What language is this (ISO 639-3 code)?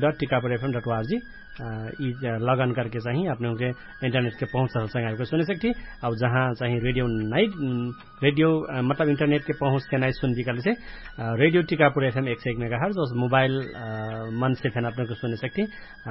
thl